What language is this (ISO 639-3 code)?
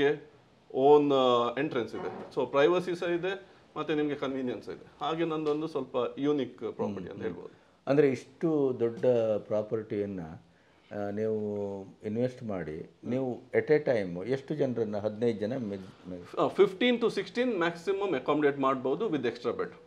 kan